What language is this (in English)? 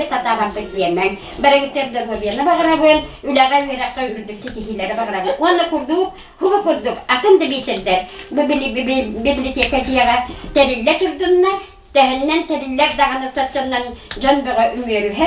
Yakut